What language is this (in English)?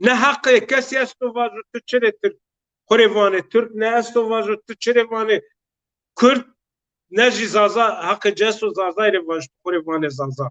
Zaza